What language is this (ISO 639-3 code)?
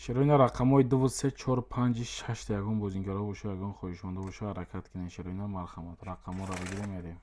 tgk